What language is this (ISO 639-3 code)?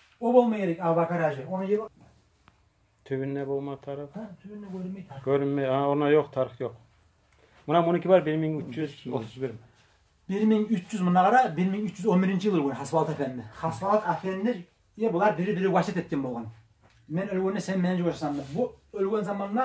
kum